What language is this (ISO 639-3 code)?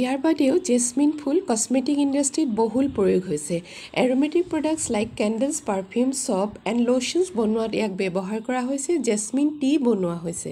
asm